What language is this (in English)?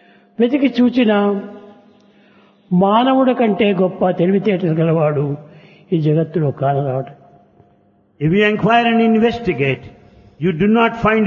Telugu